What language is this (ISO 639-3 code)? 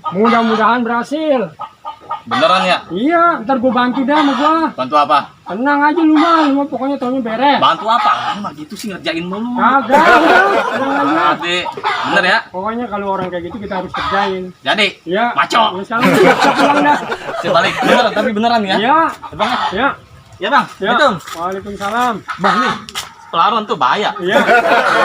bew